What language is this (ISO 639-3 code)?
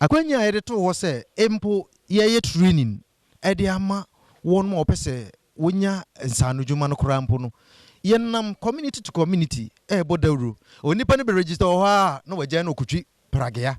aka